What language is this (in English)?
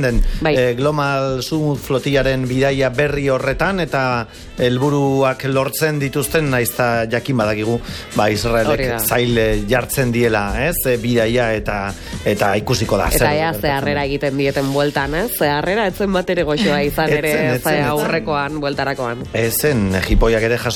Basque